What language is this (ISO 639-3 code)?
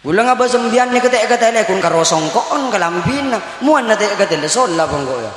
mad